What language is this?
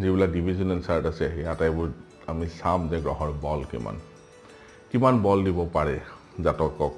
Assamese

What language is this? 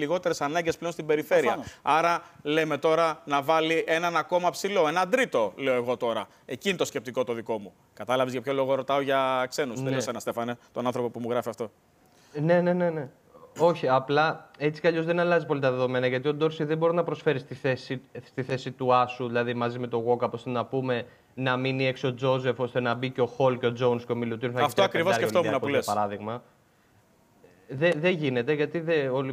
Greek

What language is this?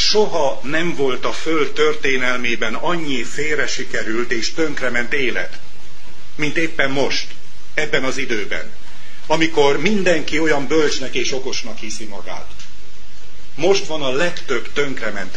Hungarian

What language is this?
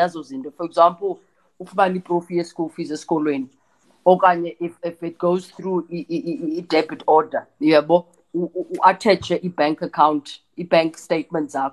Xhosa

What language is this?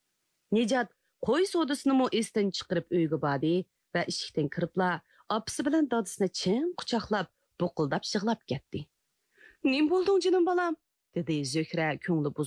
Uyghur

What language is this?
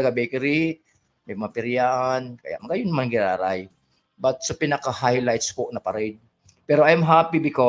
Bikol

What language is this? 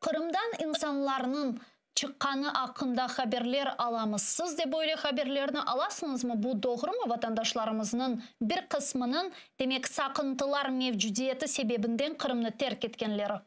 Crimean Tatar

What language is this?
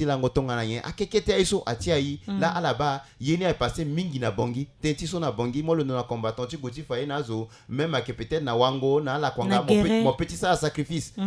Sango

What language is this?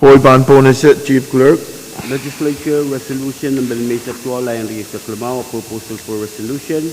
Pohnpeian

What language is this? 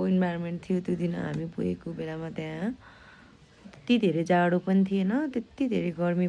Nepali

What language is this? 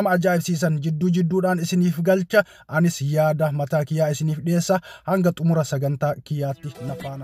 Oromo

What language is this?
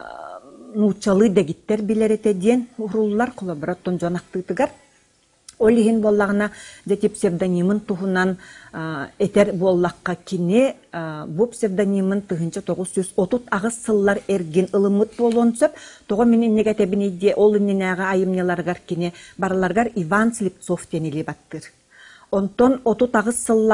Yakut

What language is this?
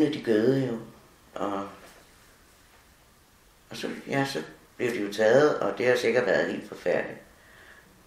Danish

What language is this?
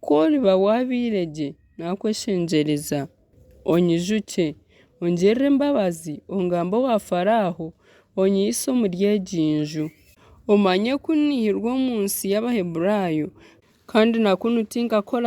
Nyankole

